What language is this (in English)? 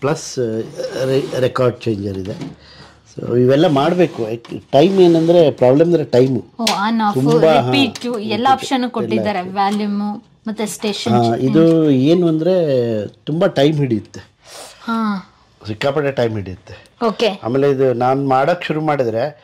Kannada